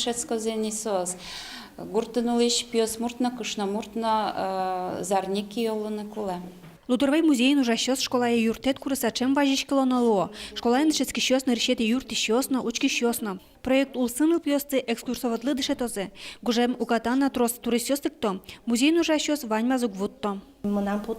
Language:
Udmurt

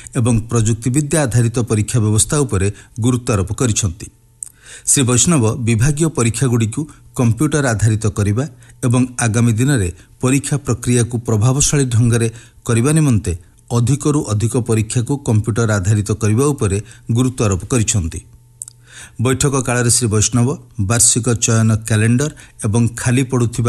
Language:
Odia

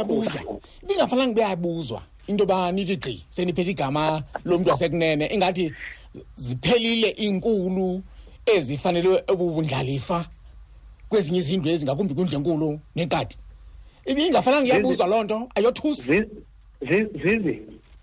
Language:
Xhosa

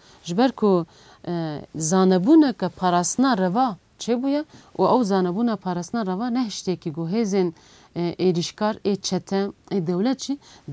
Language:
Kurdish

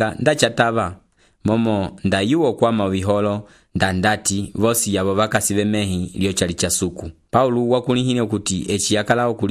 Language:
Umbundu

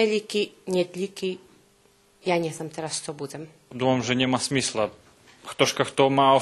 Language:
Rusyn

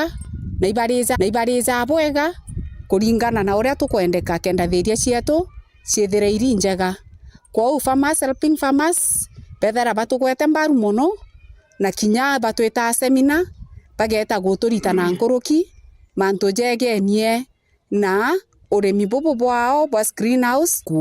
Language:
Meru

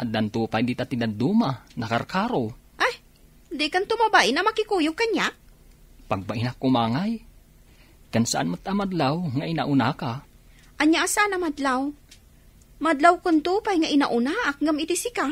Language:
Iloko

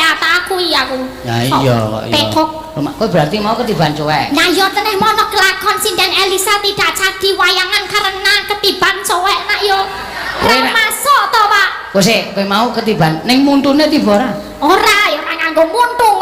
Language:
Javanese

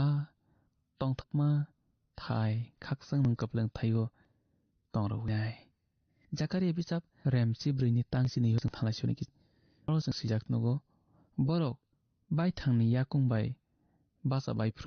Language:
Kok Borok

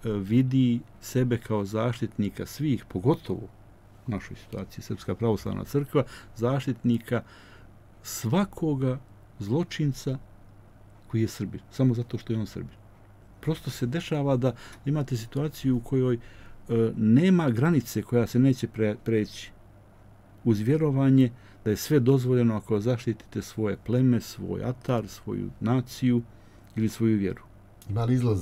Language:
Serbian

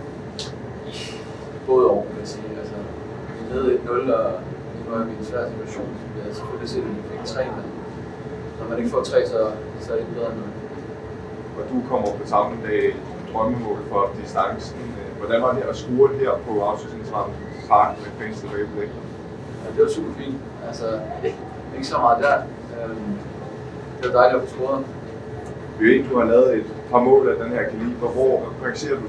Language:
Danish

